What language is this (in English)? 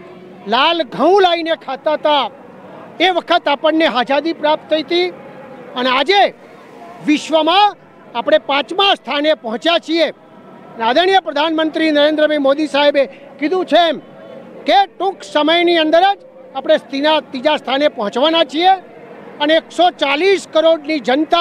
Gujarati